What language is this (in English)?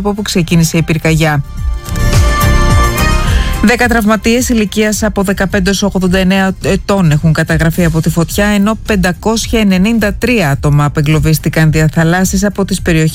Greek